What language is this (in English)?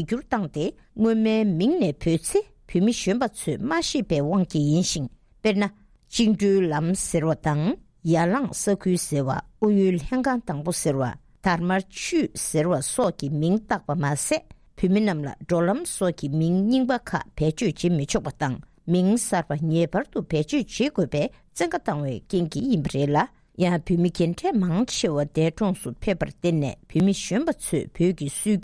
Tibetan